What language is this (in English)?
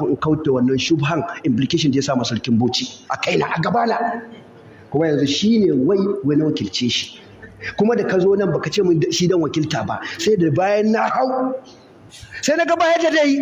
Hausa